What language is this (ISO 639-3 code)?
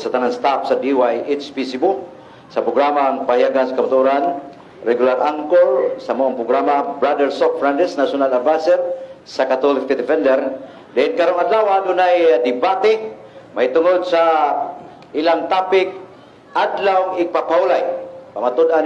ceb